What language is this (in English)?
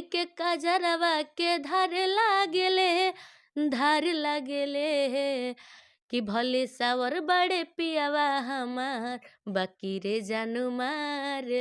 Bhojpuri